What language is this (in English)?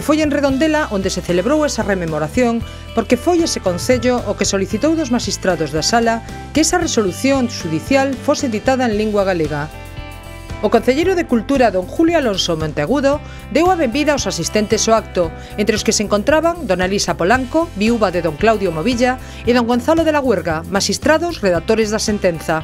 Galician